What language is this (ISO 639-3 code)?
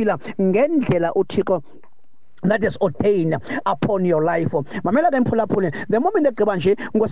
xho